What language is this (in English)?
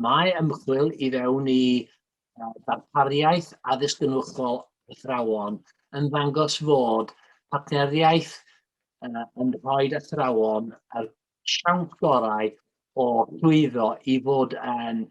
Welsh